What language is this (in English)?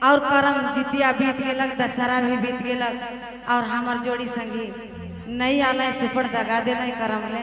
Sadri